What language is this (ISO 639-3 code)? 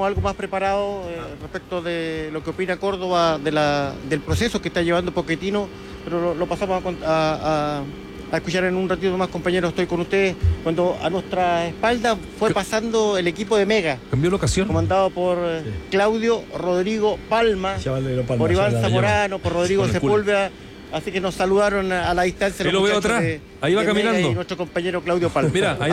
spa